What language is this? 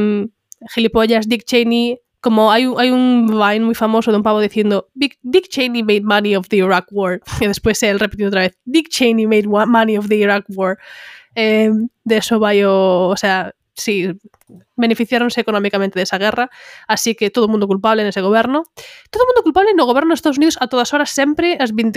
Galician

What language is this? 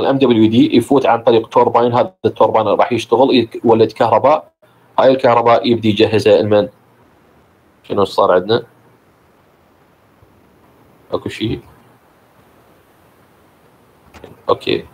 Mesopotamian Arabic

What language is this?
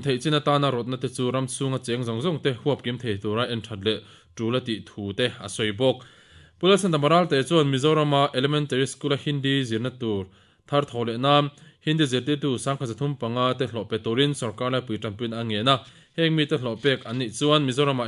Mizo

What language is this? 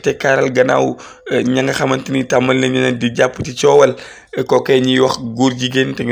Wolof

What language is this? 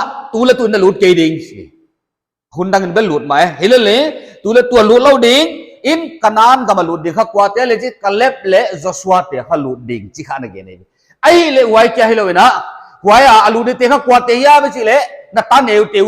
Paite Chin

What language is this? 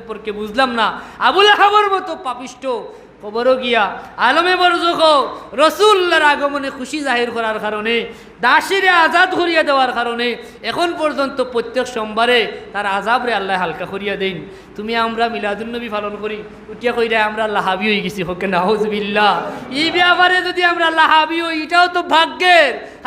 Sylheti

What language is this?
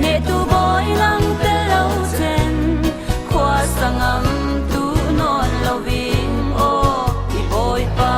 Falam Chin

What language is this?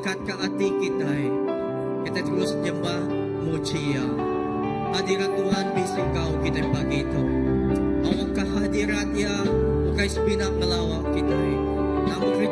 Iban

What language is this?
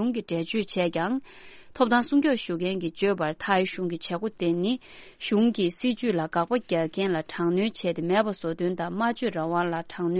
Tibetan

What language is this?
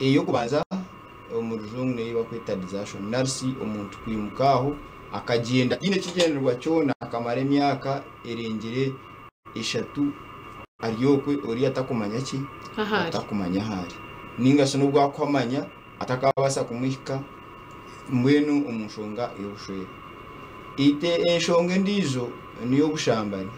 Nyankole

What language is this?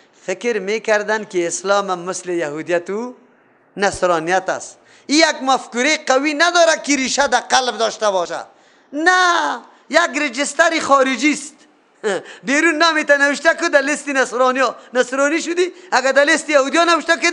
Persian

